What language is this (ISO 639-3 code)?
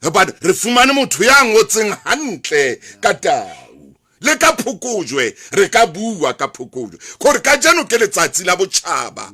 sot